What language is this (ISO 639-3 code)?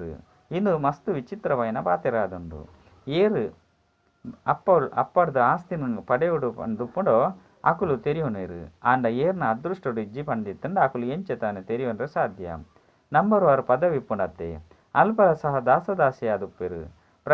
tcy